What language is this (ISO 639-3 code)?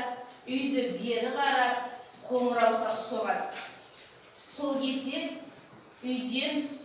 kaz